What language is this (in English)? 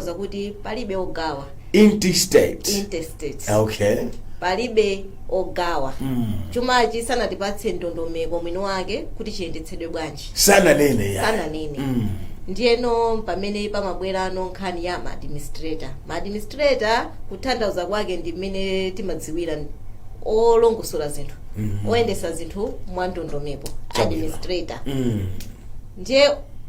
Nyanja